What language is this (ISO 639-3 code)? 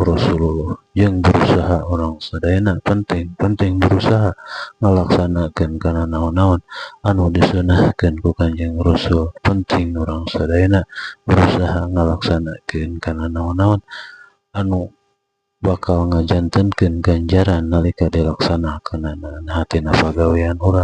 sun